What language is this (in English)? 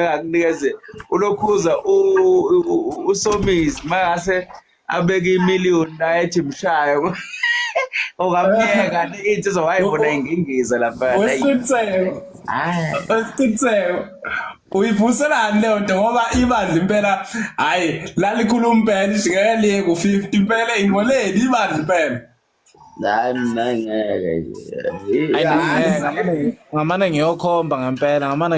Zulu